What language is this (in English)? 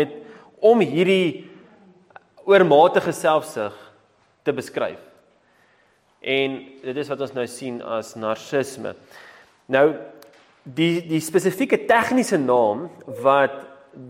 Afrikaans